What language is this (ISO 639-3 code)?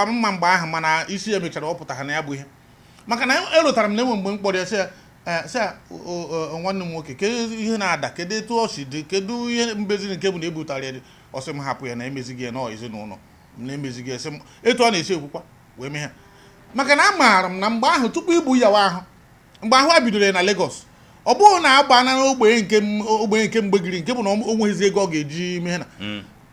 ibo